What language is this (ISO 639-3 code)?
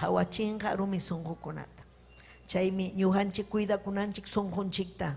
quy